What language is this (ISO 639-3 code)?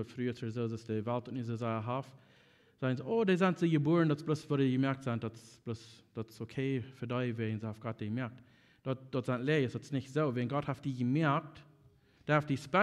pdt